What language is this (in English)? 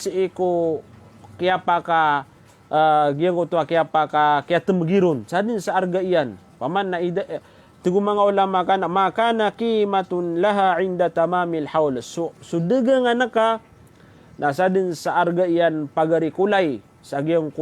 Maranao